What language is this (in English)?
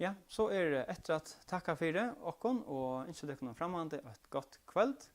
Faroese